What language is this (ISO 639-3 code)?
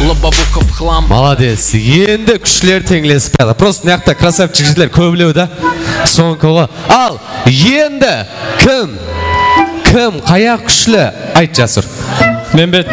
kaa